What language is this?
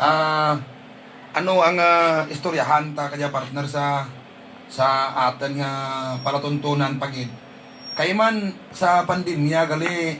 Hiligaynon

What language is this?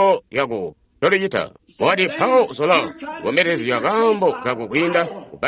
Tonga (Zambia)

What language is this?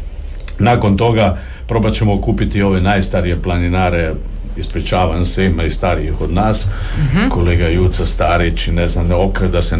Croatian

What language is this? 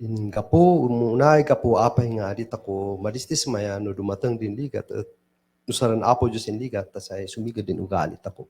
Kankanaey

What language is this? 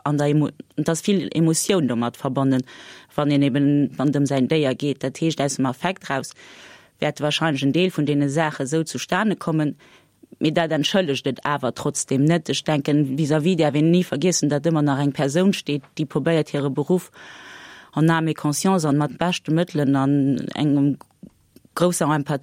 Luxembourgish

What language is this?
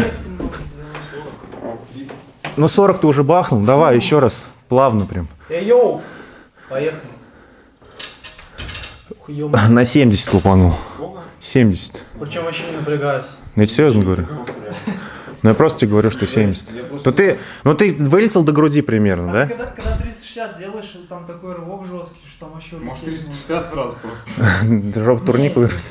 Russian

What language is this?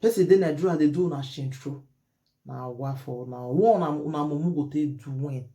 Nigerian Pidgin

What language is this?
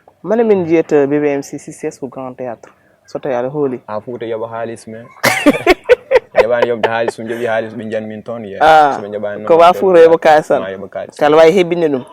Fula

